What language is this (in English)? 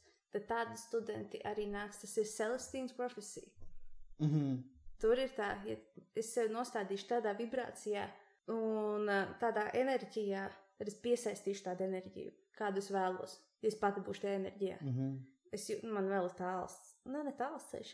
Latvian